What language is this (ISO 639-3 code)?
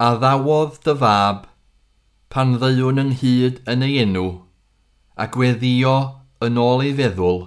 cym